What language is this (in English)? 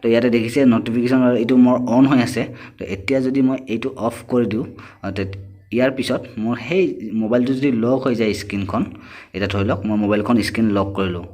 Assamese